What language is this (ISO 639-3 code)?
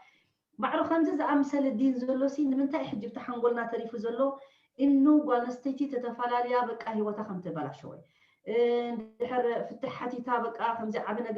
tir